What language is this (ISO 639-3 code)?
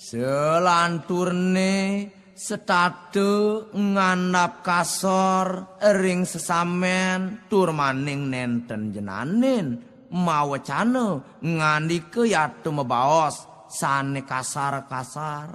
ban